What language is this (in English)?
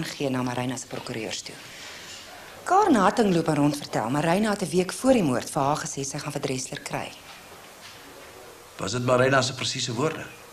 Afrikaans